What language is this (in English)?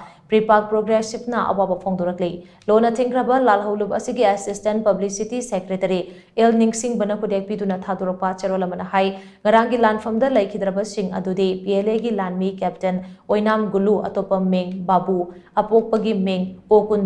Manipuri